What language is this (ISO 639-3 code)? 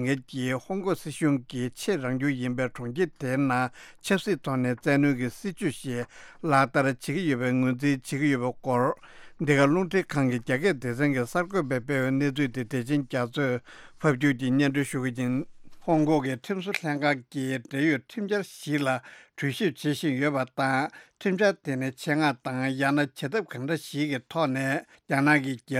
bod